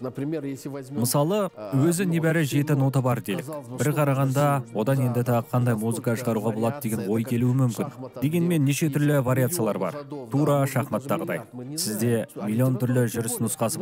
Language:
Kazakh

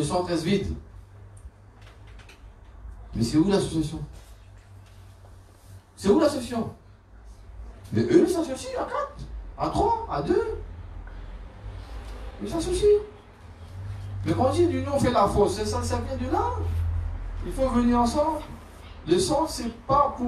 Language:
French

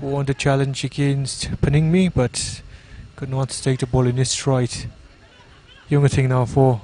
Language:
Tangkhul Naga (India)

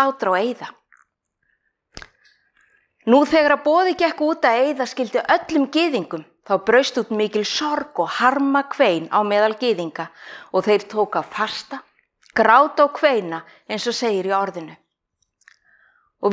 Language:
Icelandic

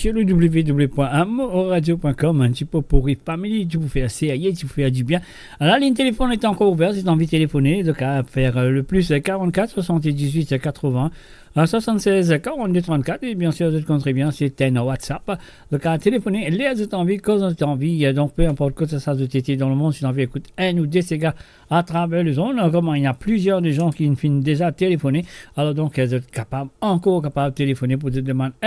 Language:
Morisyen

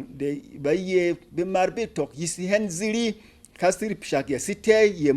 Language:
Berom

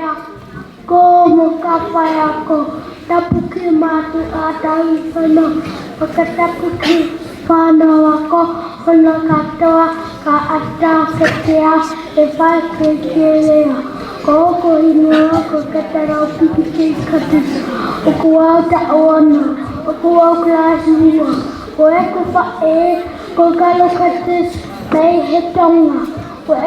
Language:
Tongan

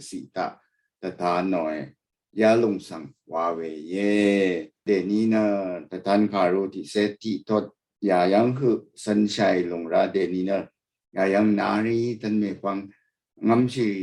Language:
Rawang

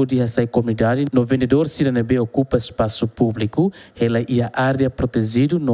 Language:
Tetum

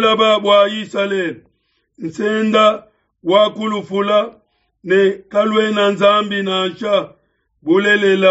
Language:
Luba-Lulua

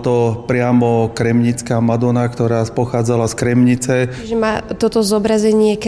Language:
Slovak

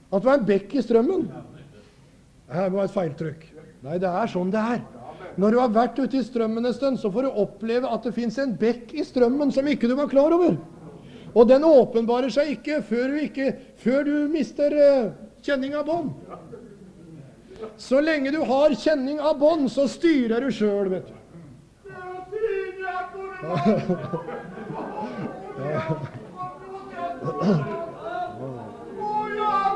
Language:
Norwegian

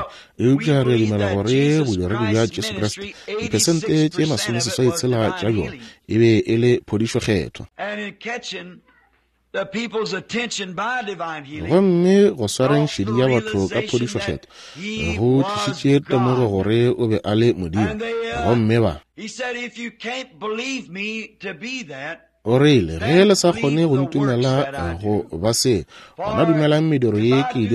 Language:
Northern Sotho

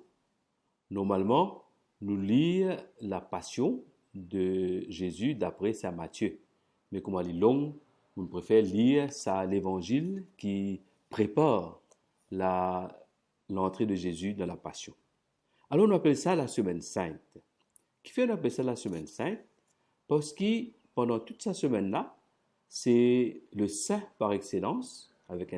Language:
Morisyen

